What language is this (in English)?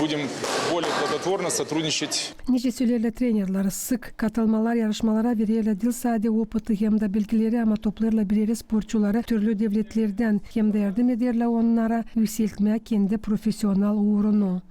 Gagauz